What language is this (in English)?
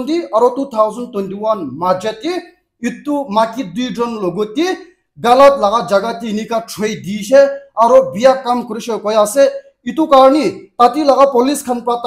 Naga Pidgin